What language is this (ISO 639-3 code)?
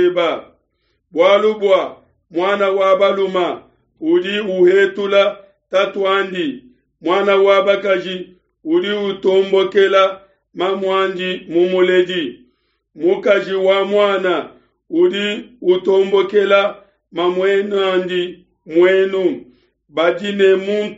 lua